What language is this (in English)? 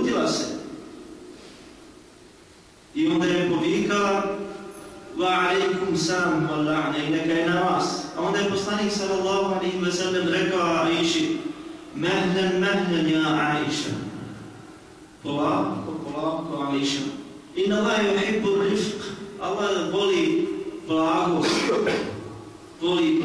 Bosnian